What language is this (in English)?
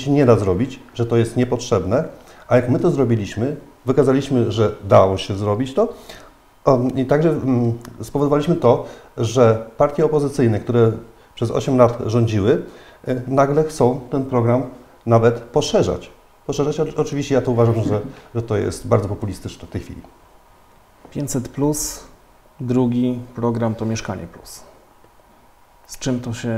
Polish